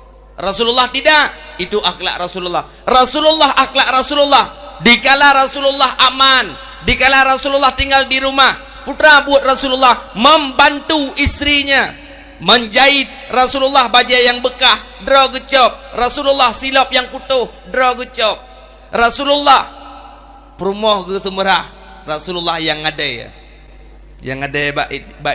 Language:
Achinese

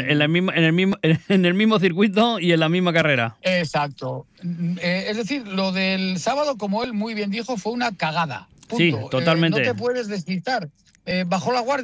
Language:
Spanish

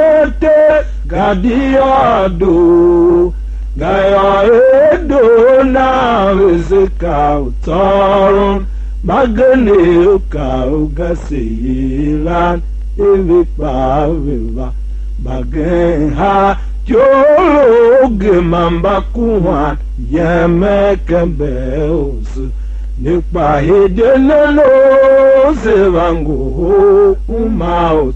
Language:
Tiv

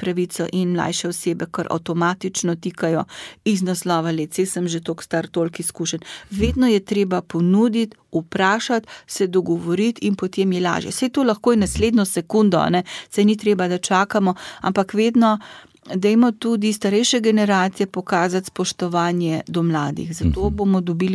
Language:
Slovenian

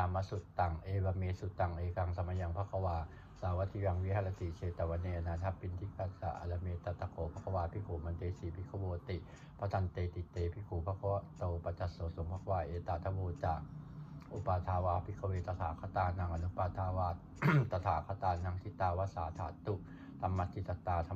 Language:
Pali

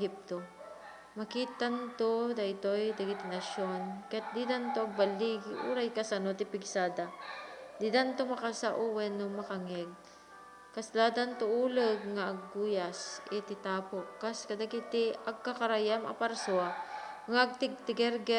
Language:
Iloko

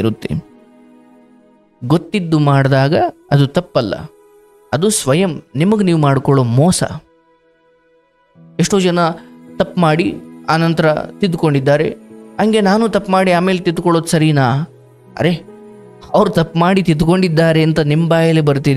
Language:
Kannada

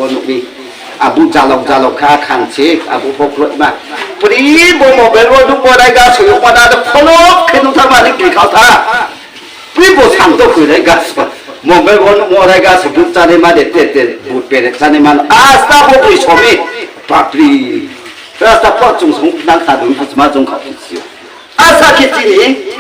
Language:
Riang (India)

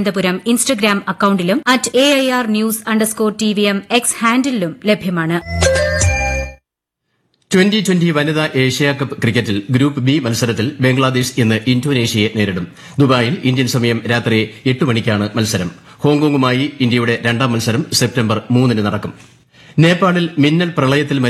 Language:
Malayalam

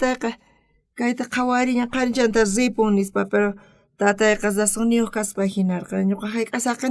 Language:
South Bolivian Quechua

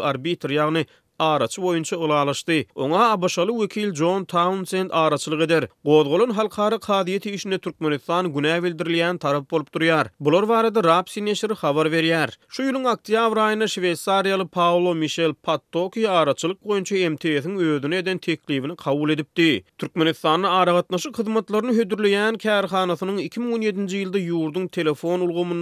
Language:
Turkmen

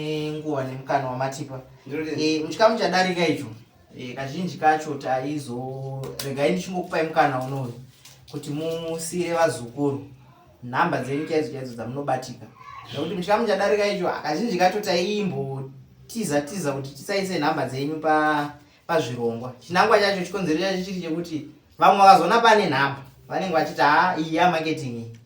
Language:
Shona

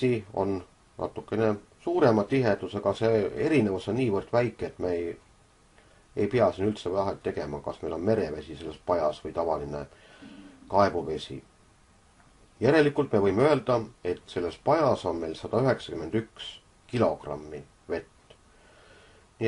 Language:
Estonian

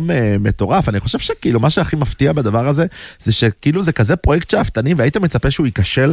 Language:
Hebrew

